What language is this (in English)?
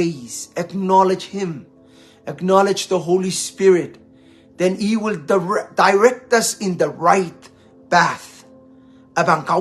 Pohnpeian